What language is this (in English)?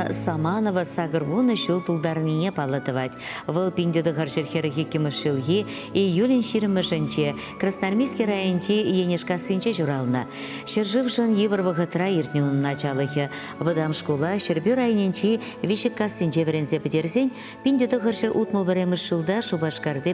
Chuvash